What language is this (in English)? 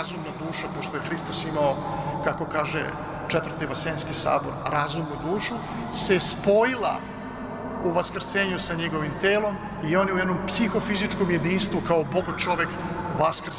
Serbian